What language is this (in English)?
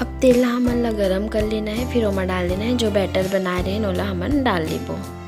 Chhattisgarhi